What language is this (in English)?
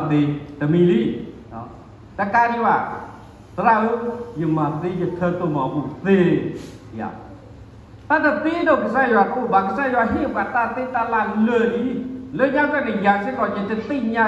S'gaw Karen